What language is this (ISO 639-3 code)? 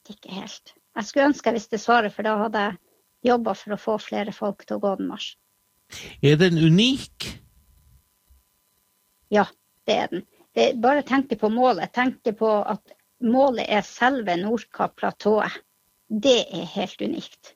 nor